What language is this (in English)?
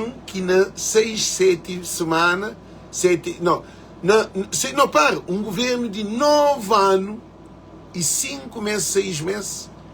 Kabuverdianu